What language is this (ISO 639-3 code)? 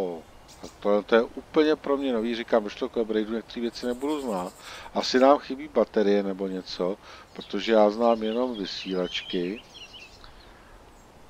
ces